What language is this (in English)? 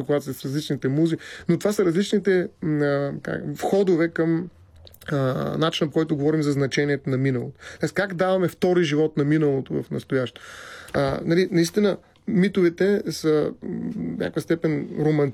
Bulgarian